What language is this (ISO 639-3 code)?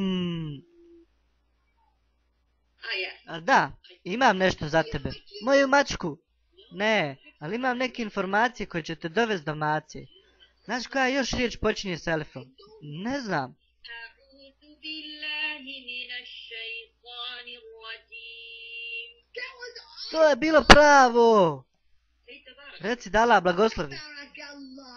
bos